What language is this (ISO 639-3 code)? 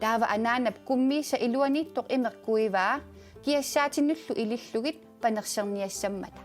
kal